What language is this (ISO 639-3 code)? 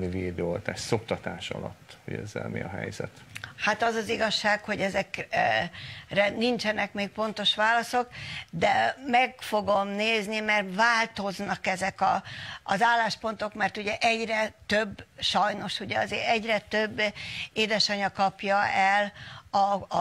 hun